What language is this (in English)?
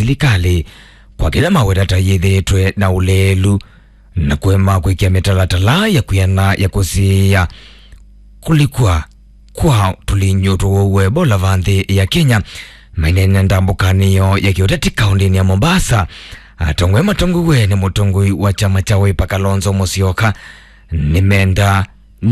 Kamba